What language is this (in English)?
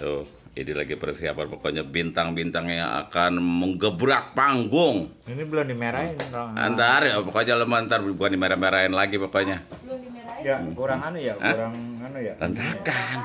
Betawi